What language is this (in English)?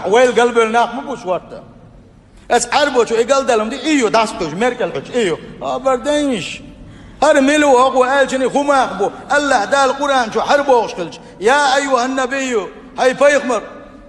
Chechen